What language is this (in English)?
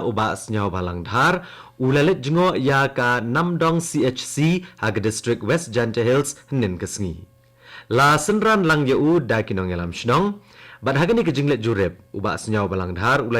Khasi